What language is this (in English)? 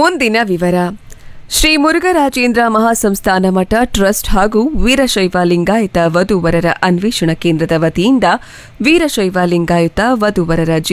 Kannada